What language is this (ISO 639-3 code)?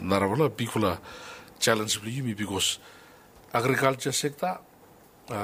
bis